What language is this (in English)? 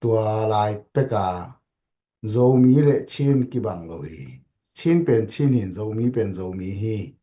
Tedim Chin